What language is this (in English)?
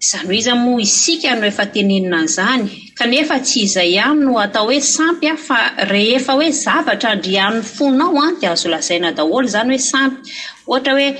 Malagasy